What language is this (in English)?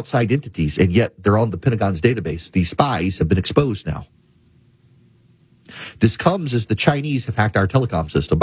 English